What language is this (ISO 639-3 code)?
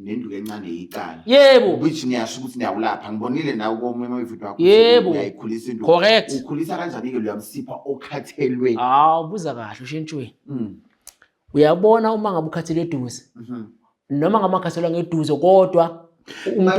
zul